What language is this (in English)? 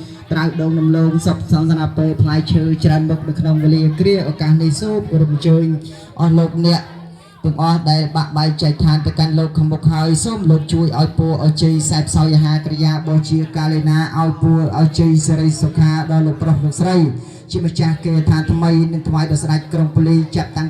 Khmer